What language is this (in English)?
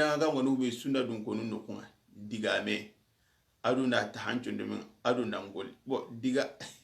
Soninke